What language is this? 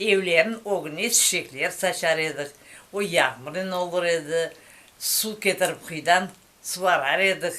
Crimean Tatar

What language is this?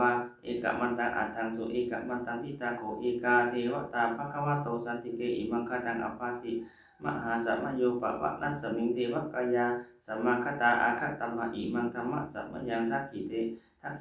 Pali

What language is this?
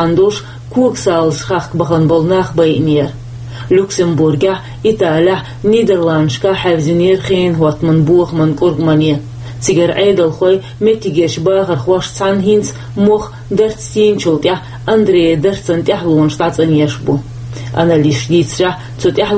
Chechen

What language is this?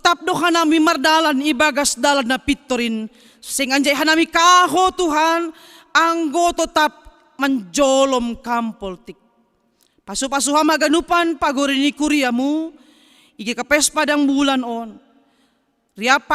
Batak Simalungun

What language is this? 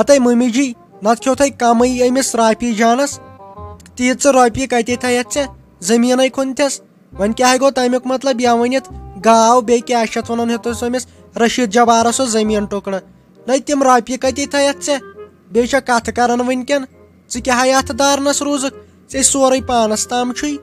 Kashmiri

